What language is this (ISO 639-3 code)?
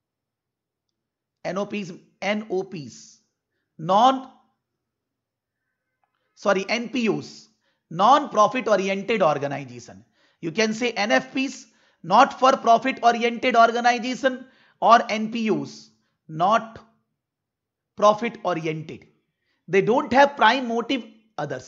eng